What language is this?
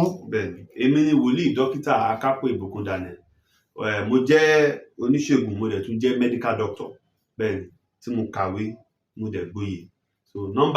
Yoruba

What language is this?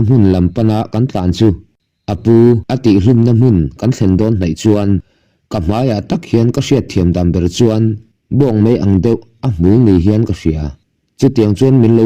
Mizo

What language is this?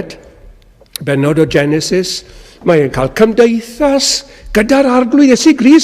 Welsh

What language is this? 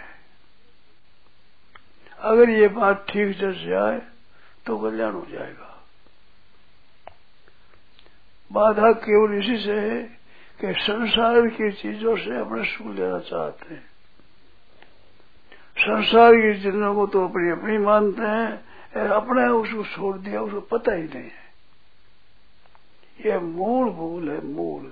Hindi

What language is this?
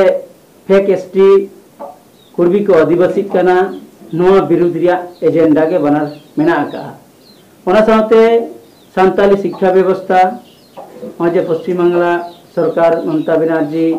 Santali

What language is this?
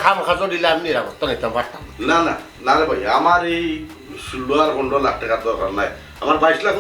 Sylheti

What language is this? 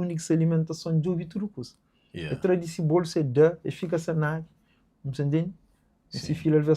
Kabuverdianu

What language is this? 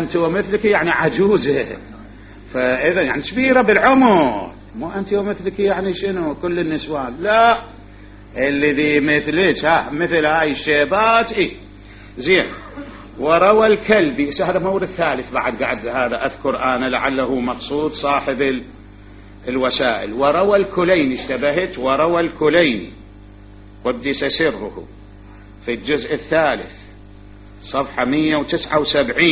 Mesopotamian Arabic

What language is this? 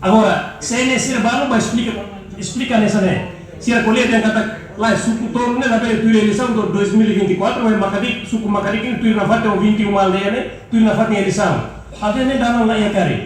Tetum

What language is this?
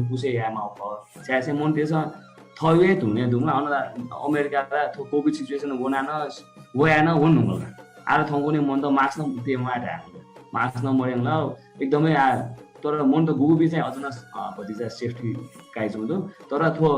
Newari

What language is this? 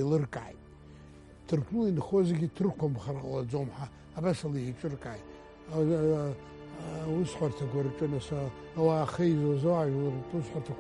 Abkhazian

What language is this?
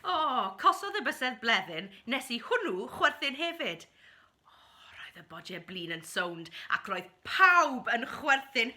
Welsh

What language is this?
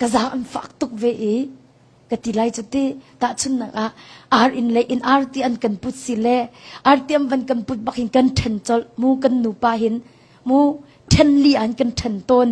Hakha Chin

